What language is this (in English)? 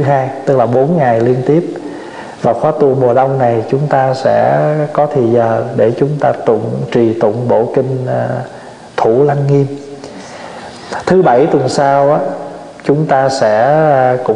Vietnamese